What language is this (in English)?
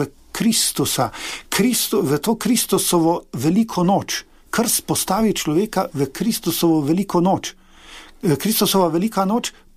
Slovenian